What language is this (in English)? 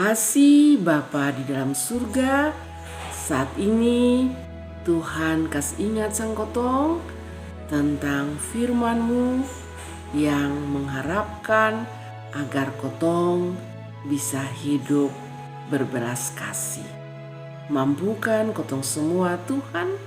Kupang Malay